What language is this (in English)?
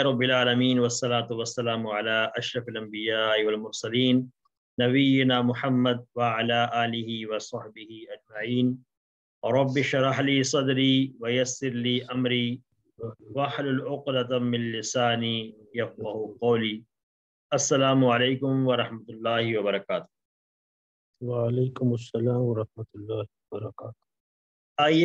Urdu